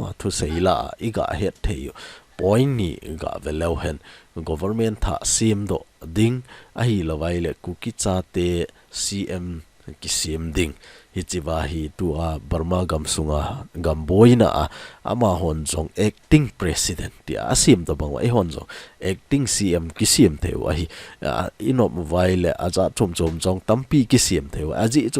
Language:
Thado Chin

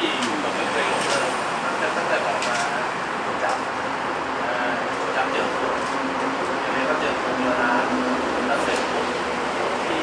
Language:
Thai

